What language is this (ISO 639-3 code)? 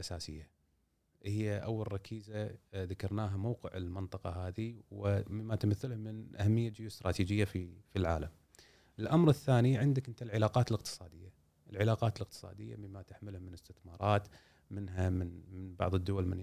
afb